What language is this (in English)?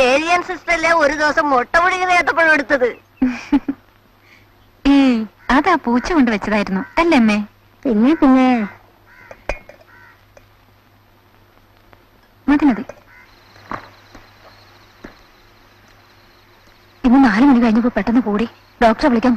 Malayalam